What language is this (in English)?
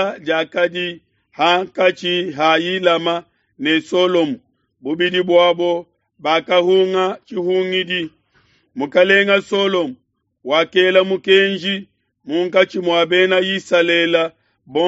Luba-Lulua